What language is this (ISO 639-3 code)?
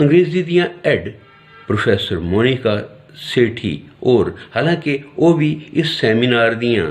doi